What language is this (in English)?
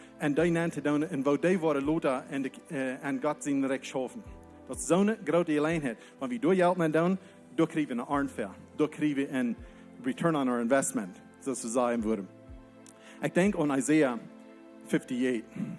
Plautdietsch